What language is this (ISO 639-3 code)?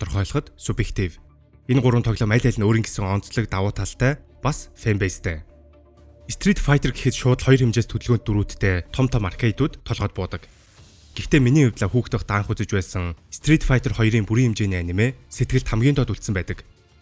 mon